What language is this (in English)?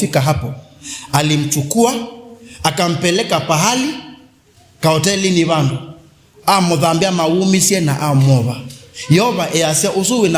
Kamba